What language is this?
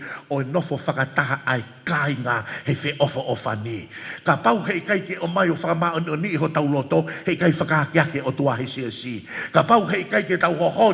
Tongan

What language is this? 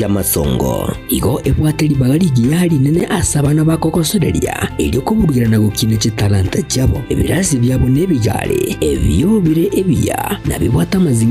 Gusii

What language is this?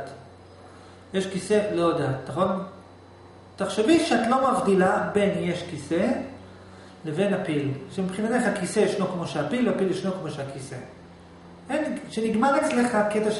Hebrew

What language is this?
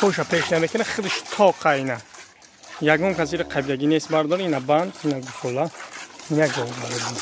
Tajik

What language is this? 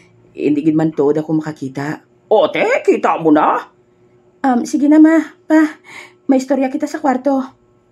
Hiligaynon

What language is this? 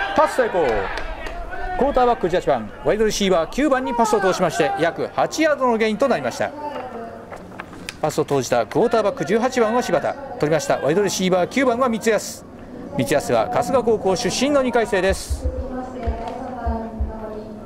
Japanese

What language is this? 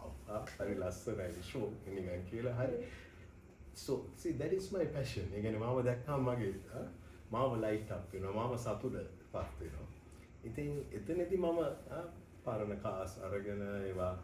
Sinhala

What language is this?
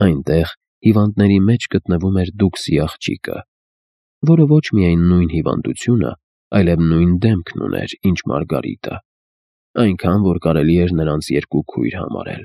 Armenian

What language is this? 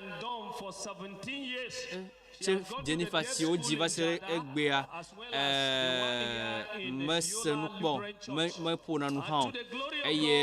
Ewe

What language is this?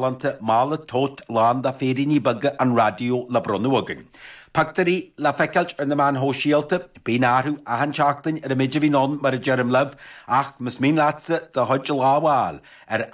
Irish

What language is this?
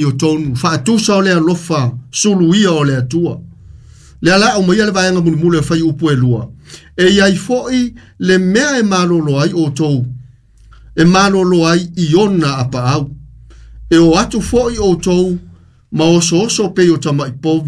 Samoan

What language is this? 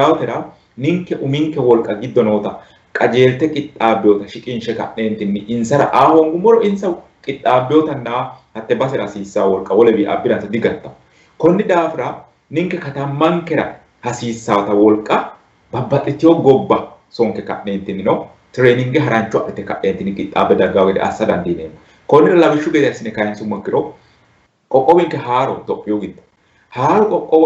Sidamo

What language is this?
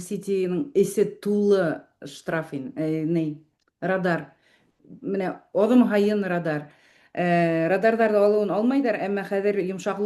Bashkir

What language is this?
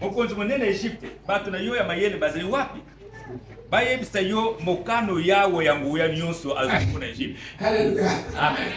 Lingala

